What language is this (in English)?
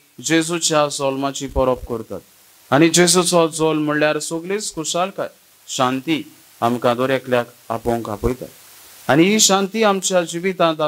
Konkani